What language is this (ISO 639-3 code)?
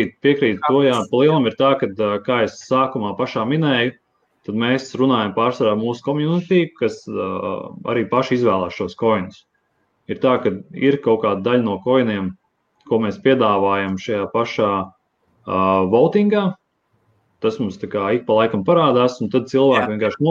lav